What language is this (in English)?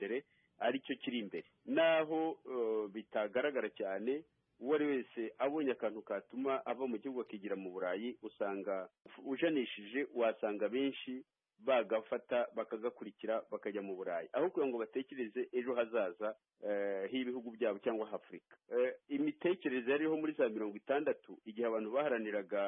Kinyarwanda